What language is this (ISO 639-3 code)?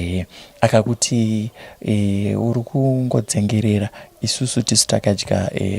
sna